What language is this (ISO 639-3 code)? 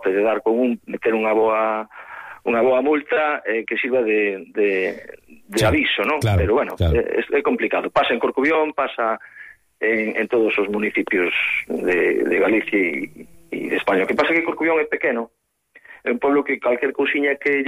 glg